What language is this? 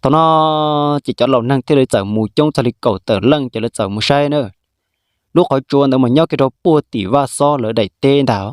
Hmong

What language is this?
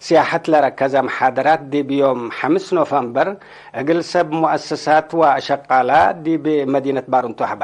Tigre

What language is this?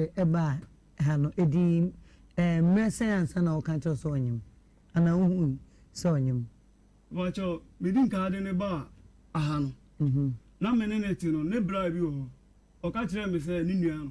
Akan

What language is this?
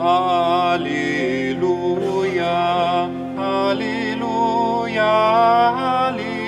Upper Sorbian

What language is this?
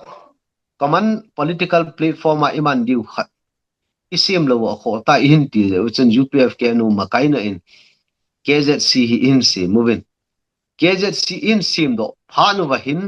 Thado Chin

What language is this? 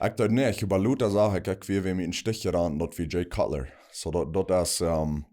Plautdietsch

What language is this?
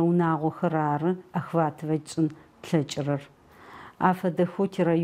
Adyghe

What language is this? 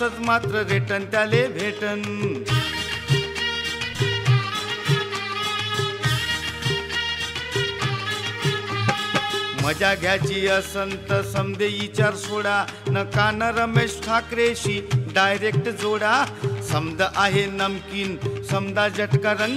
Marathi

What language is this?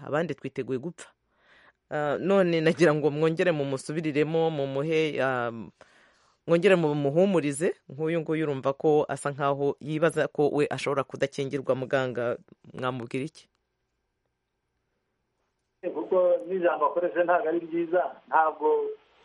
Kinyarwanda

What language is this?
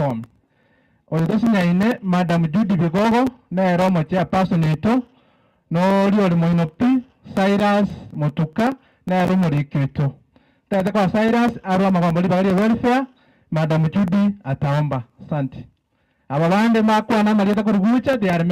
Gusii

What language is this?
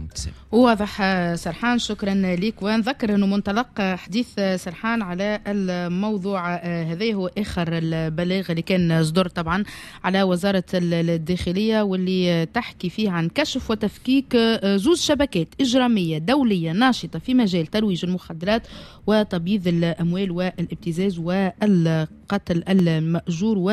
Tunisian Arabic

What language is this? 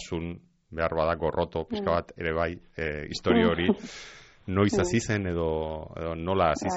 Basque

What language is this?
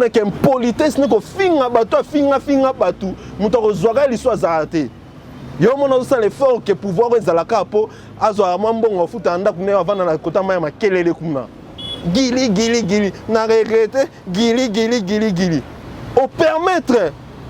Lingala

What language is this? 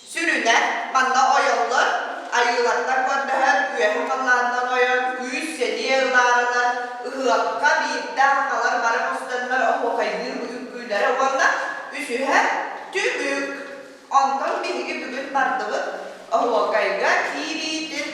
Yakut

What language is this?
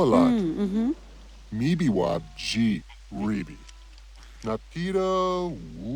Bavarian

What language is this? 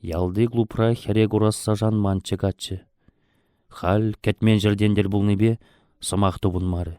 Chuvash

